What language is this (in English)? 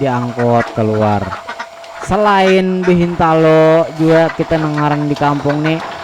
Banjar